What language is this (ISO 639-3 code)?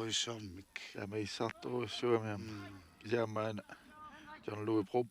kal